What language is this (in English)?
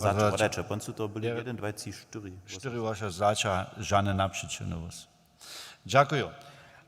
Upper Sorbian